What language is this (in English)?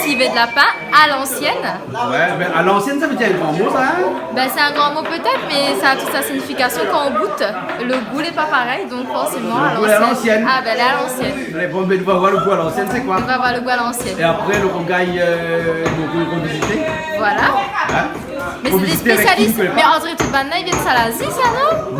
Réunion Creole French